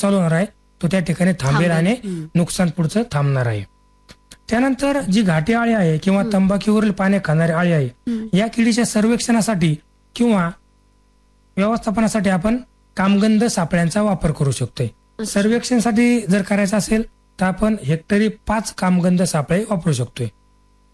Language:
Marathi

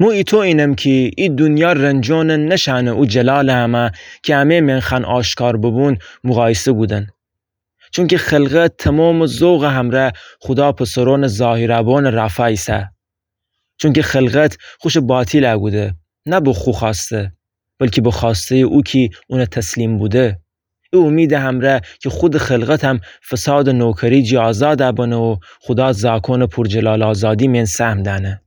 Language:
Gilaki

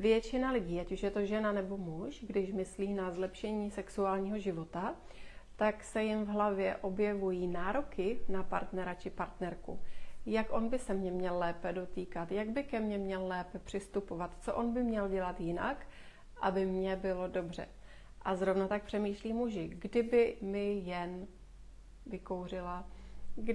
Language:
Czech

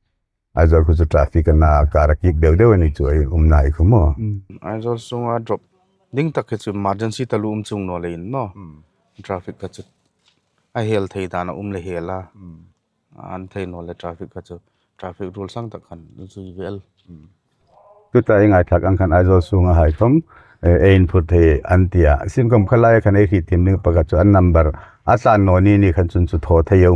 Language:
Hmar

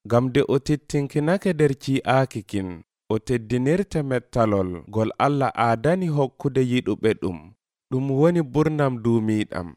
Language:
Nigerian Fulfulde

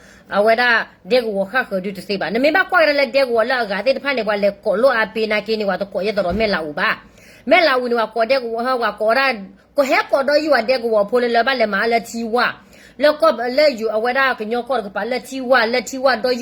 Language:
S'gaw Karen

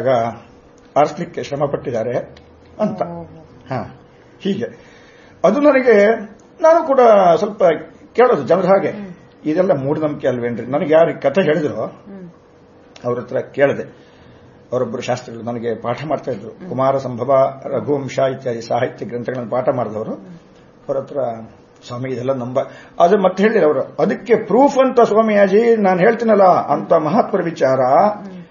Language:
Kannada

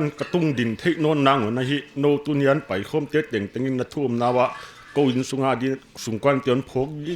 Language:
Paite Chin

